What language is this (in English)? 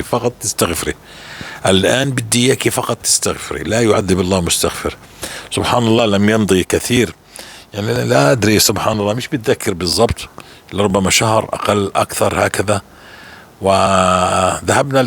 North Levantine Arabic